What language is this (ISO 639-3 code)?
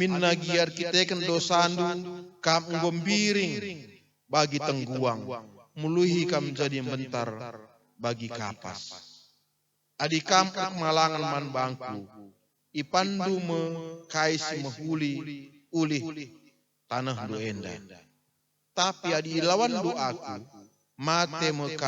btx